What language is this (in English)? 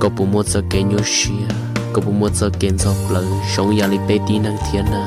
Hmong